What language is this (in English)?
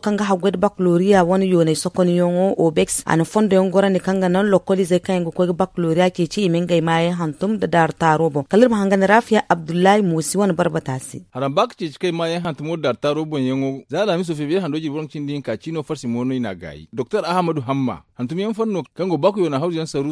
Zarma